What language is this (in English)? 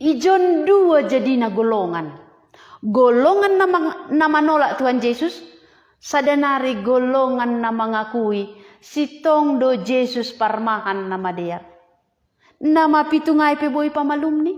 Batak Simalungun